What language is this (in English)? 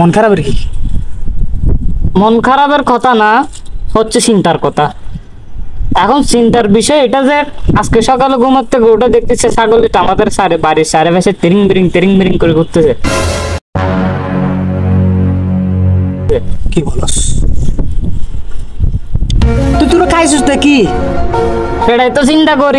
Bangla